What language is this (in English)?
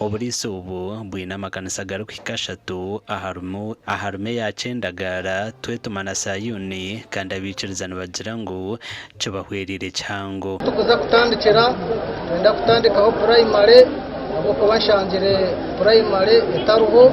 Nyankole